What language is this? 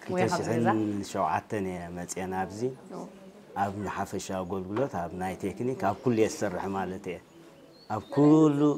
Tigrinya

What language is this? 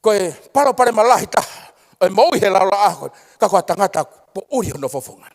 Tongan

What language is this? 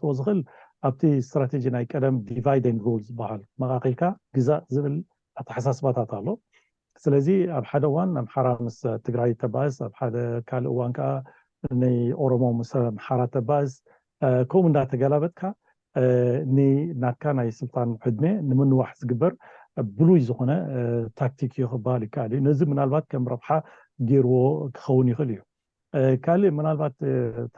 Tigrinya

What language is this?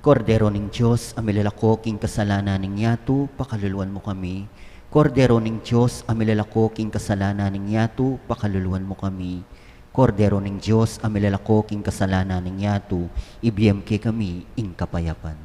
Pampanga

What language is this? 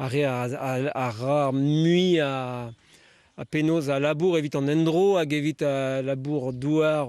Breton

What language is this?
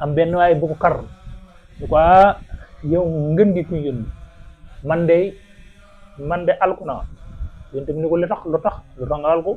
Wolof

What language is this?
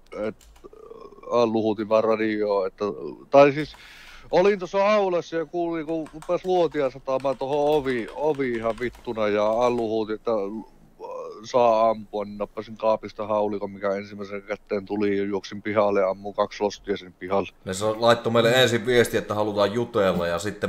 Finnish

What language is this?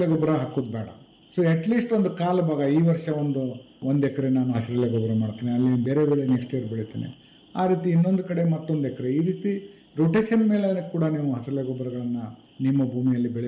Kannada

